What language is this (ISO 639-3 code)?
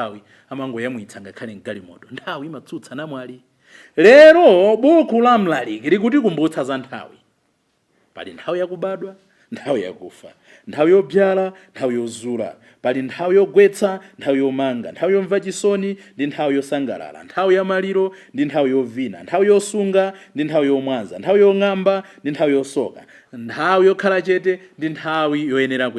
nya